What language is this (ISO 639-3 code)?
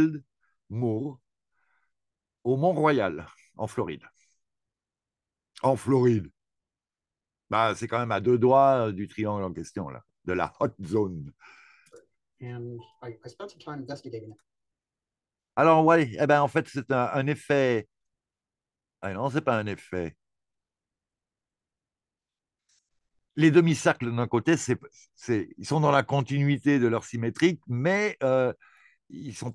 fra